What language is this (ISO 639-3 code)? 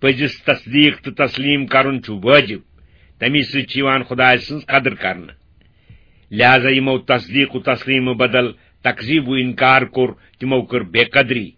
kas